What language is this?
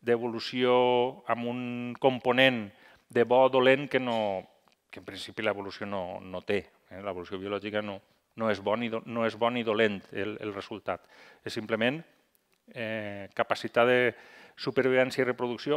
Catalan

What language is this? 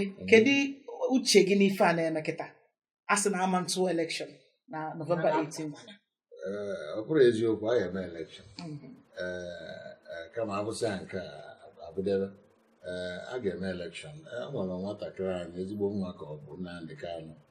Igbo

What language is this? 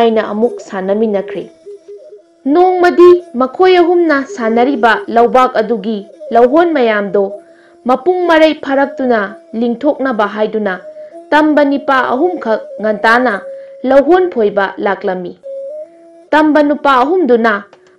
Manipuri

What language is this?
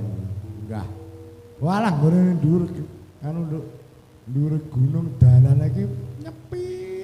Javanese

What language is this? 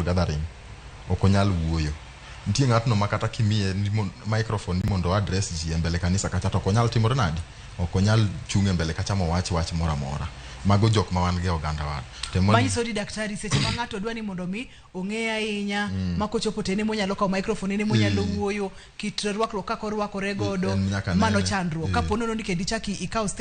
Luo (Kenya and Tanzania)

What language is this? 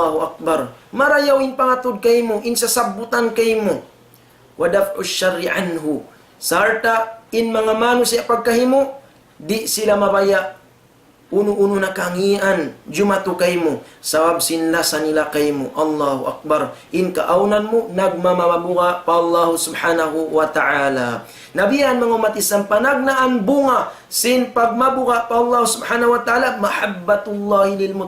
Tausug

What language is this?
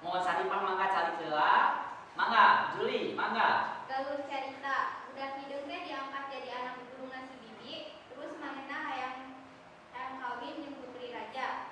Sundanese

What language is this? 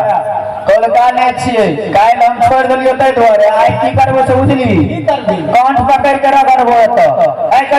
Maithili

